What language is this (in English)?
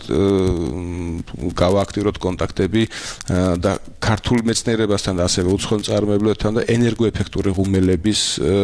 Georgian